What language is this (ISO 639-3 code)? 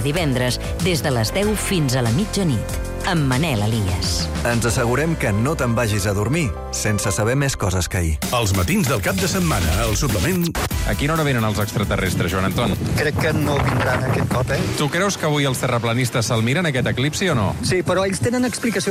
cat